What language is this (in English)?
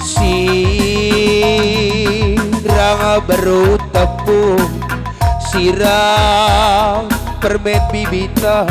Batak Karo